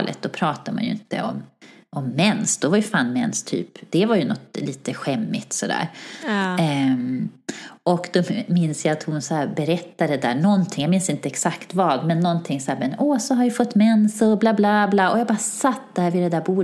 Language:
Swedish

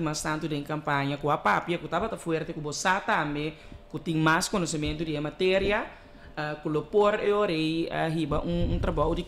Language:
Papiamento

